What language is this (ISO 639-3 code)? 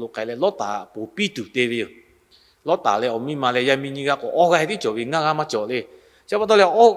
lhu